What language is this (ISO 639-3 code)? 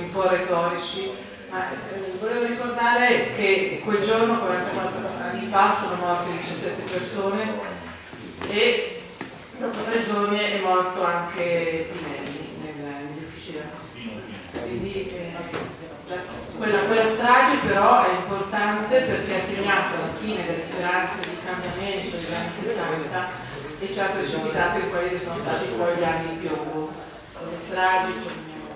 ita